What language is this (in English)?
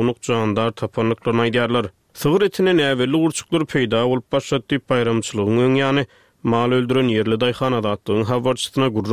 Turkmen